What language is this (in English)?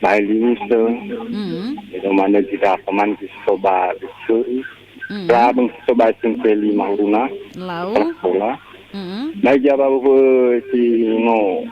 Nias